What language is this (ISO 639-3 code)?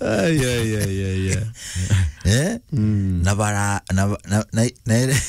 mer